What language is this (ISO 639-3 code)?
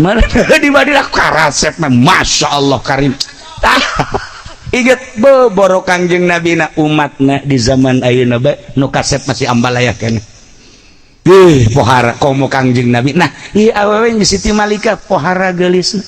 sun